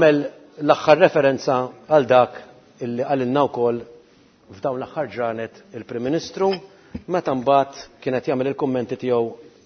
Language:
Maltese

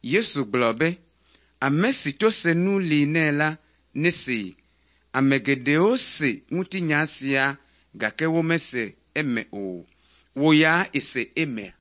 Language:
Ewe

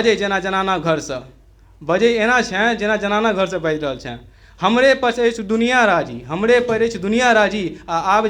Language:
Maithili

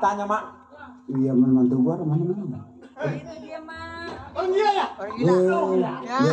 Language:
Betawi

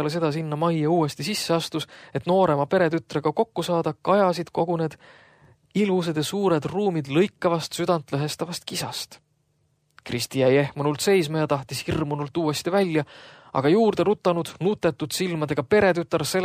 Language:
Estonian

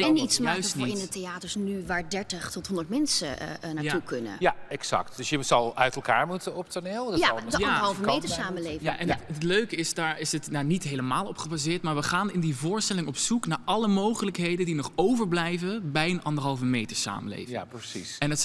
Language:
Dutch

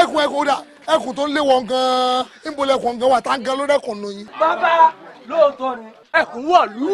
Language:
Yoruba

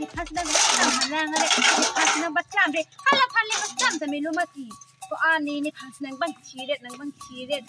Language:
Karbi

